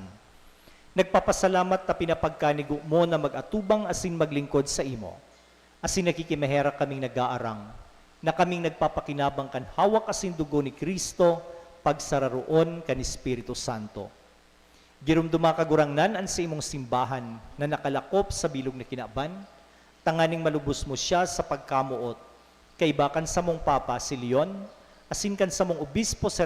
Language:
Bikol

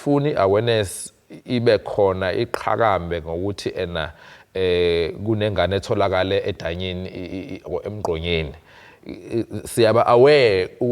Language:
Zulu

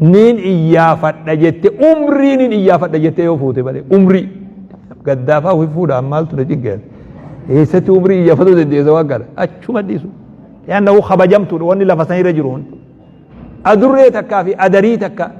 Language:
Oromo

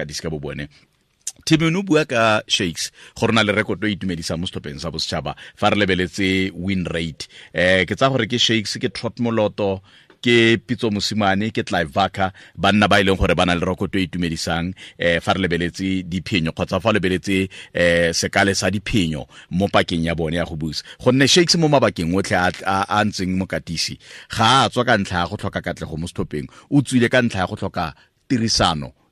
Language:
Tswana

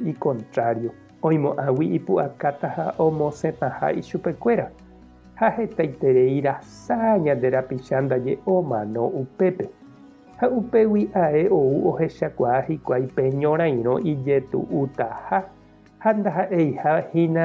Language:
Guarani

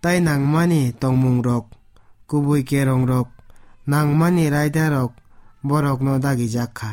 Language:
Kok Borok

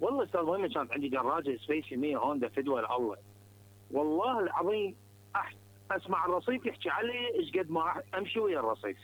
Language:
Mesopotamian Arabic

